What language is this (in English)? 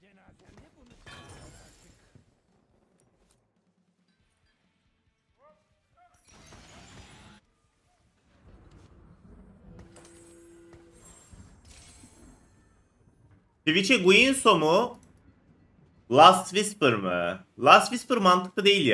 Turkish